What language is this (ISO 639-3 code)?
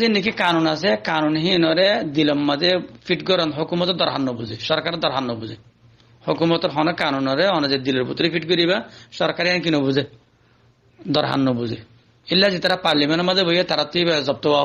rhg